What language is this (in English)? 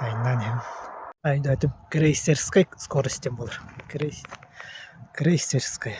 Yakut